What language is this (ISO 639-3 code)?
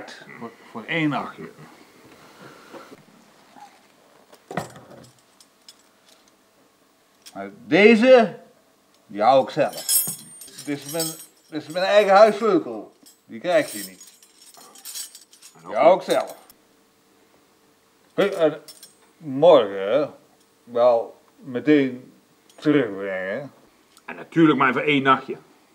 nld